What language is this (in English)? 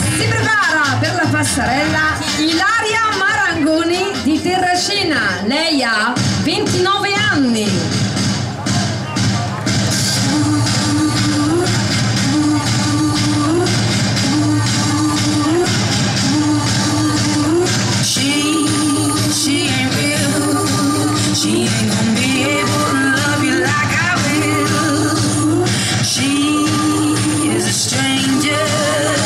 Italian